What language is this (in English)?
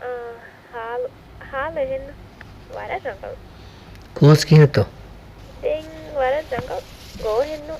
Divehi